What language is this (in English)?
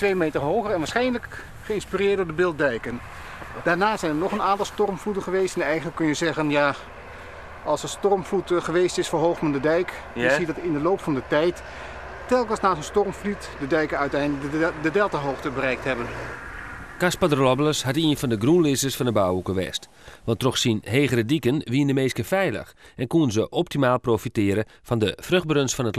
Western Frisian